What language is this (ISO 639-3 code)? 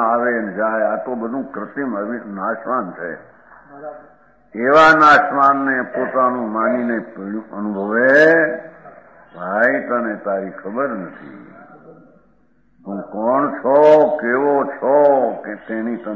guj